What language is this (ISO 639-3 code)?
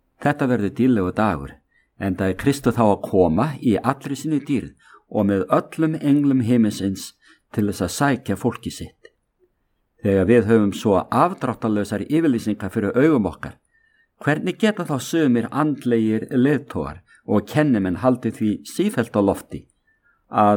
isl